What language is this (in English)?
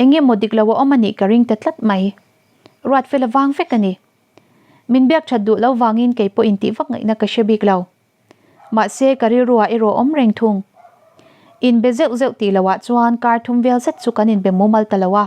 Mizo